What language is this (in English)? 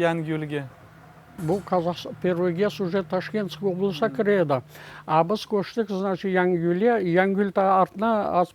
Crimean Tatar